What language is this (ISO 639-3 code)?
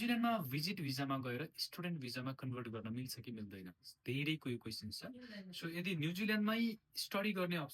nep